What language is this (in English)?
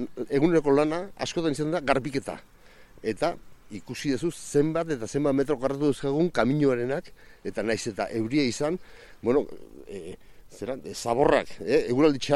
Basque